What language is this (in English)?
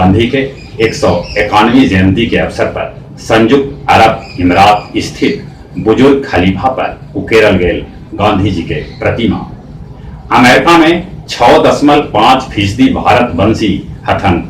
Magahi